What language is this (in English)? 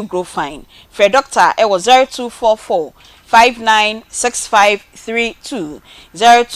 Akan